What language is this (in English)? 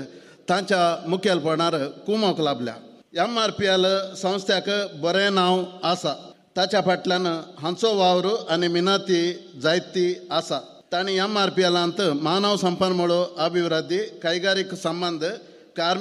Konkani